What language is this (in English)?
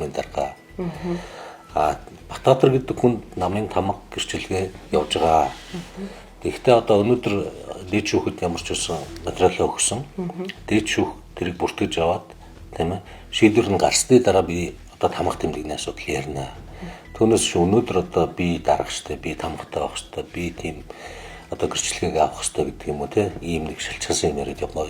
Mongolian